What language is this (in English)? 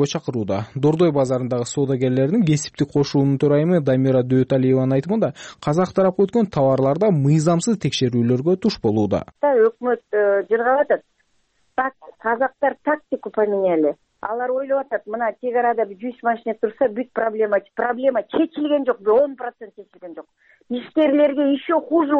Kyrgyz